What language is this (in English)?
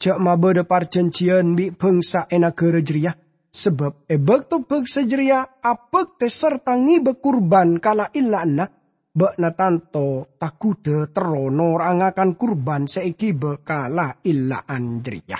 Madurese